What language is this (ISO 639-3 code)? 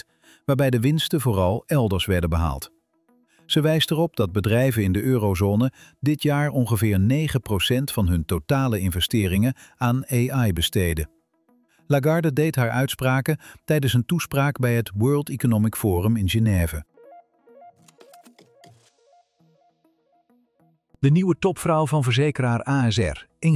nld